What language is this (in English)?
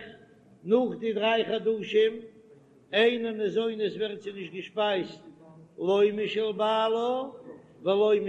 Yiddish